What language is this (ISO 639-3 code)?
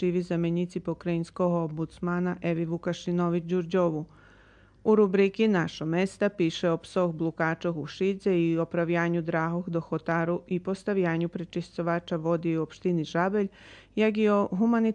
rue